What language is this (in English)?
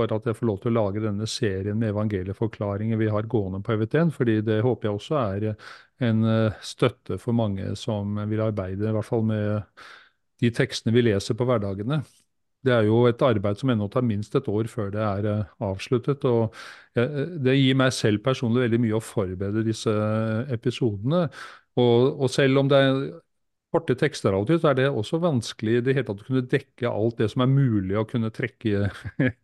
Norwegian